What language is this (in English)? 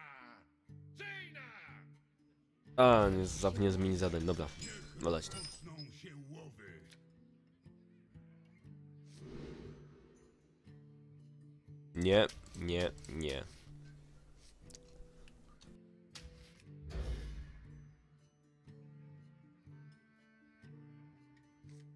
Polish